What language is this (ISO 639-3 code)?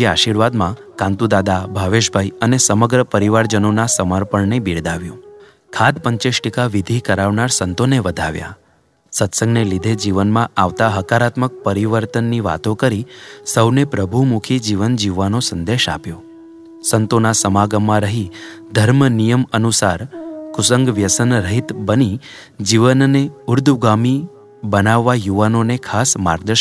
guj